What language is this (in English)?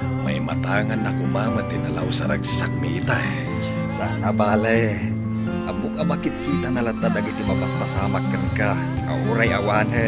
Iloko